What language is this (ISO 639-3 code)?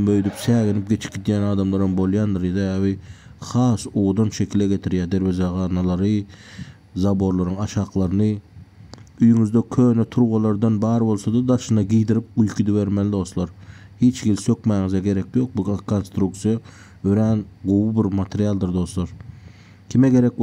tuk